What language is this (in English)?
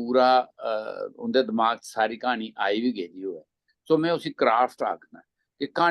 Dogri